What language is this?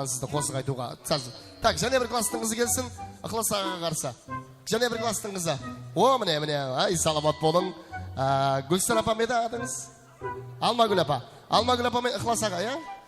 Kara-Kalpak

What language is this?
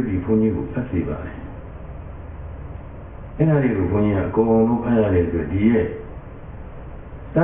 Burmese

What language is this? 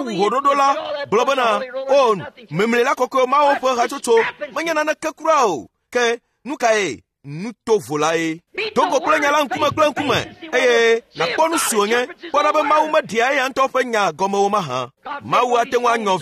Ewe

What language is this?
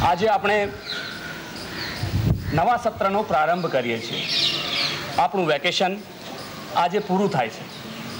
Gujarati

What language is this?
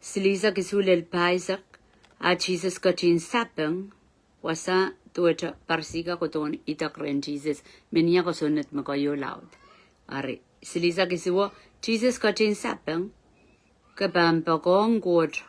Pohnpeian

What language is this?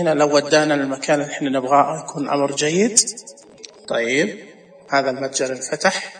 Najdi Arabic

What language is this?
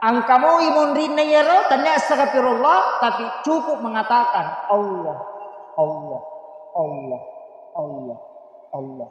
Buginese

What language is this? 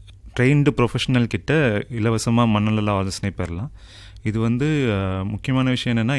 Tamil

